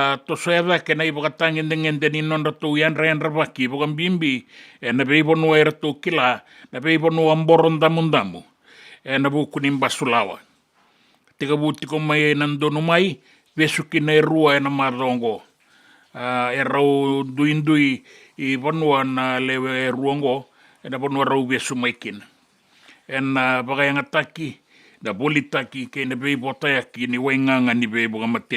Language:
Fijian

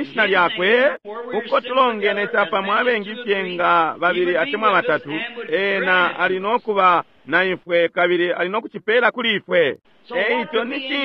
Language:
Bemba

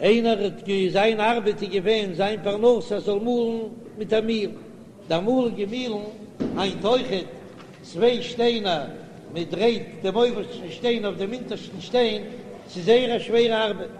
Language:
Yiddish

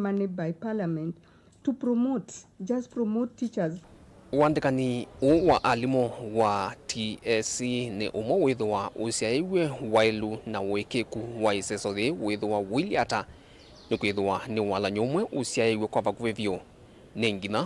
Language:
Kamba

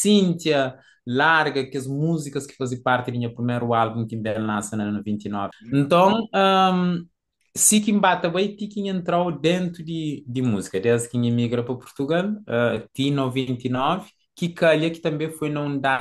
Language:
Kabuverdianu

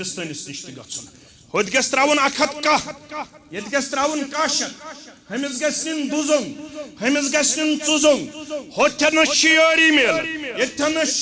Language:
Kashmiri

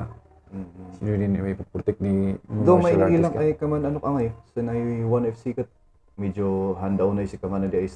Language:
Kankanaey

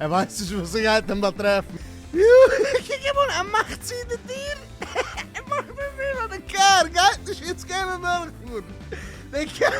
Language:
Yiddish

